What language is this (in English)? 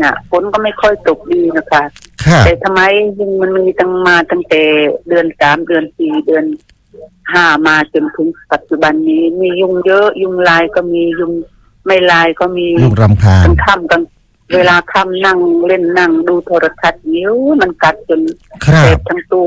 Thai